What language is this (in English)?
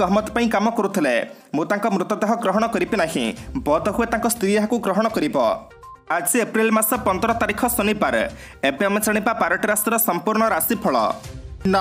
Odia